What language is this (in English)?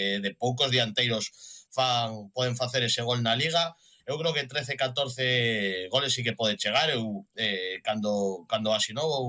Galician